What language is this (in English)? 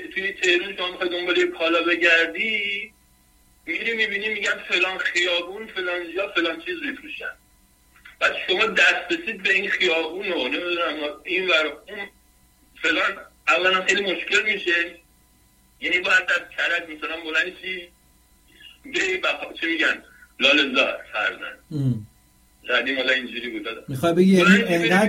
Persian